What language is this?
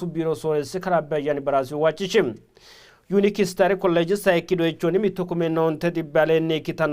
Sidamo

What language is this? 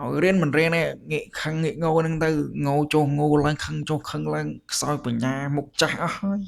Khmer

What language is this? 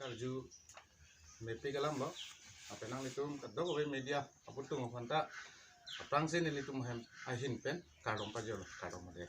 Karbi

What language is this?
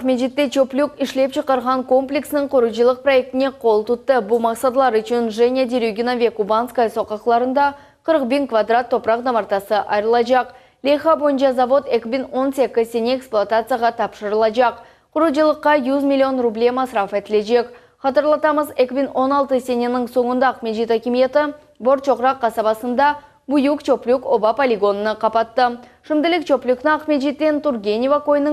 Crimean Tatar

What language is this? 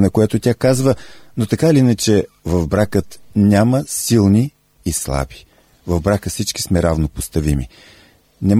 Bulgarian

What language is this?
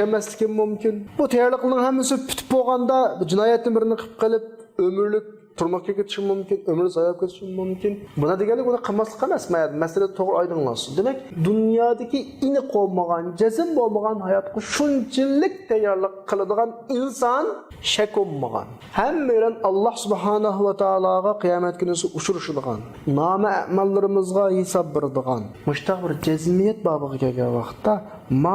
Uyghur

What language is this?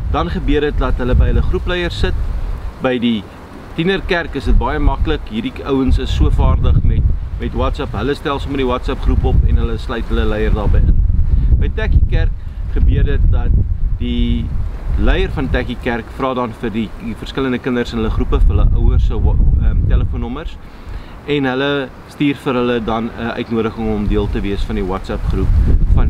Afrikaans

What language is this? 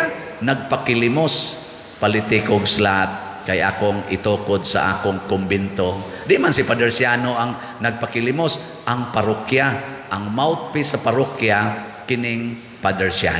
Cebuano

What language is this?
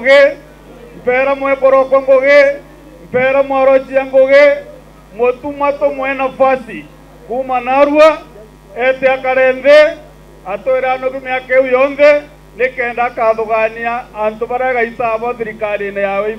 Meru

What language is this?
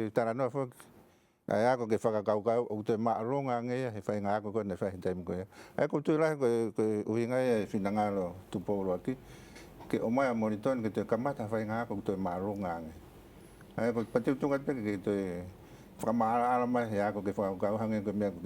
Tongan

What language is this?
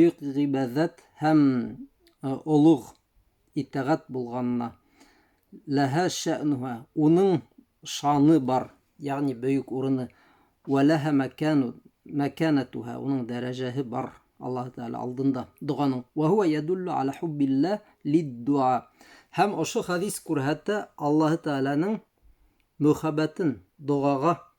Bashkir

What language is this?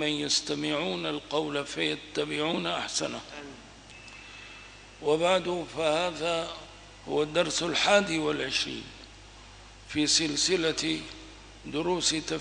Arabic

